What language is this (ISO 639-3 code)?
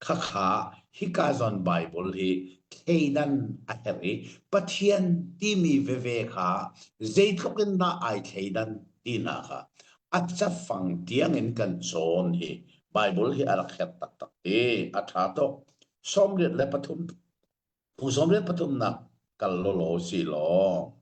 cnh